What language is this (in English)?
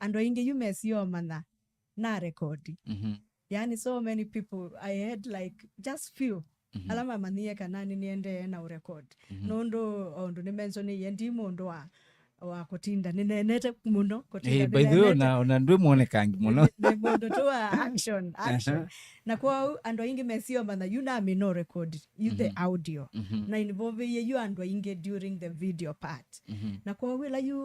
Kamba